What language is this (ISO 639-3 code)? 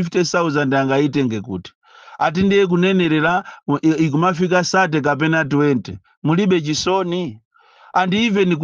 nya